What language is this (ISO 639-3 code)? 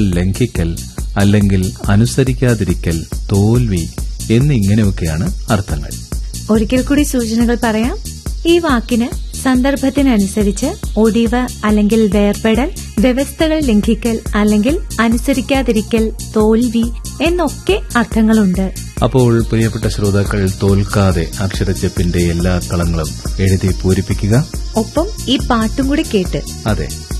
mal